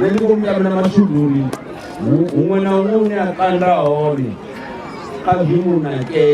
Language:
Venda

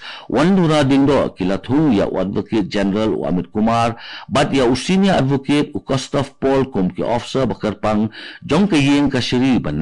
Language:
Khasi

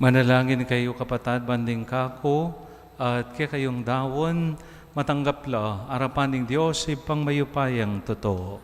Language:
Pampanga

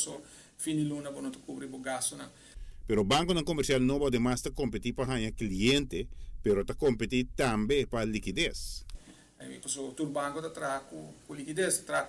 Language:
Papiamento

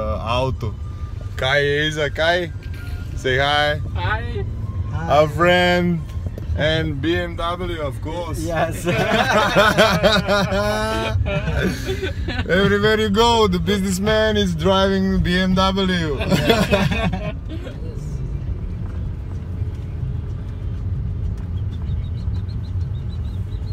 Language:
Croatian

